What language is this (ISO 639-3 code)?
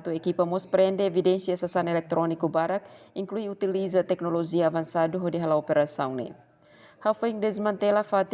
tet